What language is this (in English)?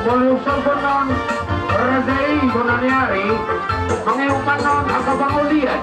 Batak Toba